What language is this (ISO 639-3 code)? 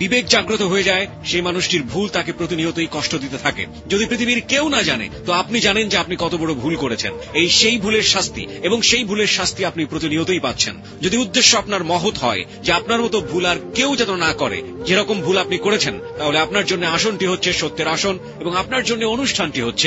ben